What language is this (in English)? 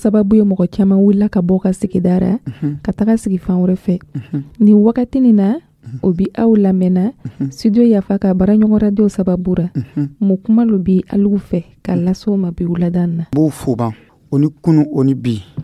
Dyula